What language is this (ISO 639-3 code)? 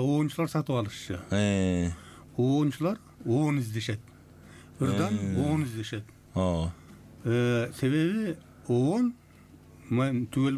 kir